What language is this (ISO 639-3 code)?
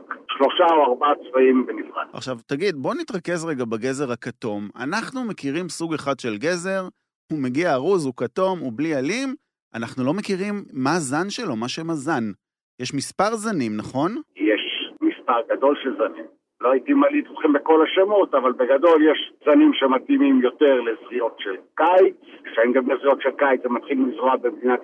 heb